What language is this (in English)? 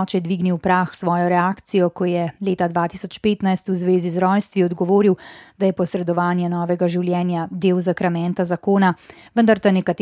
Slovenian